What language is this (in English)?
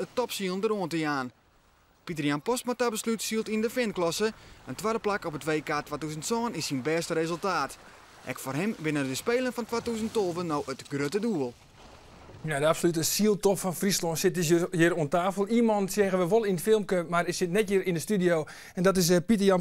Western Frisian